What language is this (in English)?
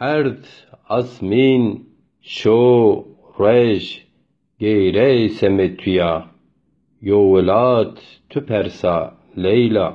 Zaza